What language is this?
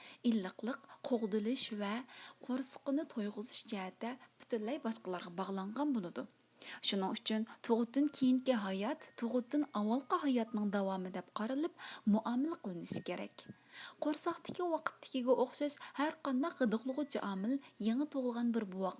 Uyghur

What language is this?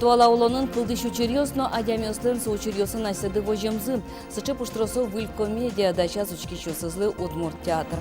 Udmurt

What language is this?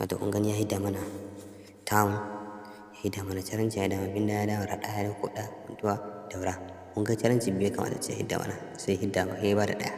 Hausa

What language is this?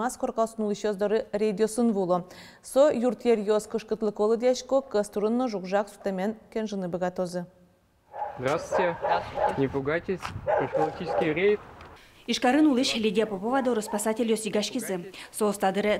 Udmurt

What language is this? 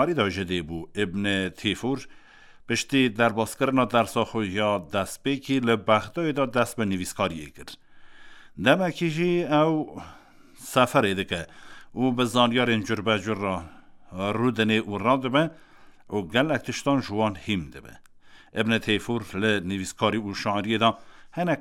Kurdish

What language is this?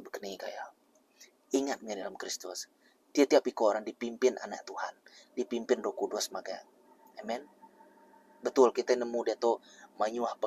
Iban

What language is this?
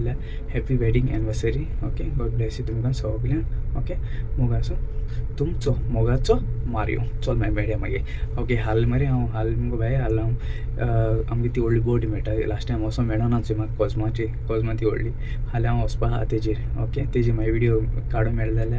Konkani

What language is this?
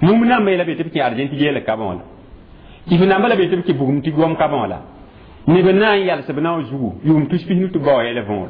Mossi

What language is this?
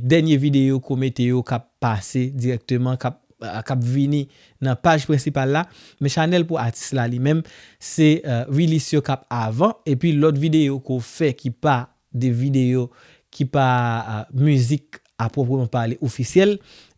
Haitian Creole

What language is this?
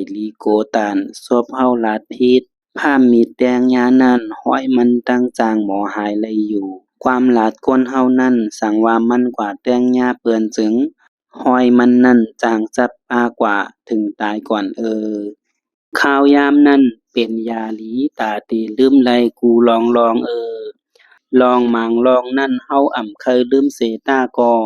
Shan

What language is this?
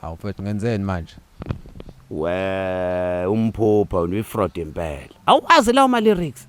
Zulu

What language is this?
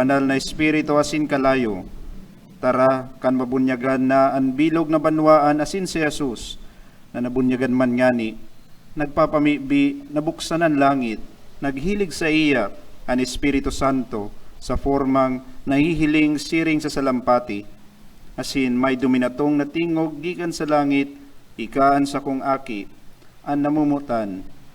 Bikol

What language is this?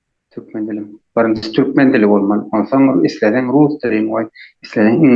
Turkmen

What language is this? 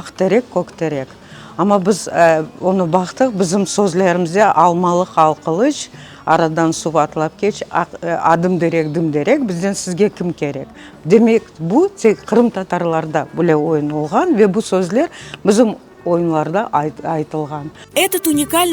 Crimean Tatar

